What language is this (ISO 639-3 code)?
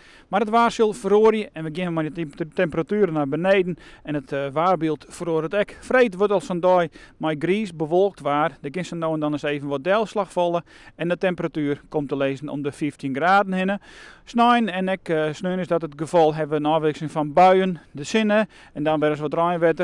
fry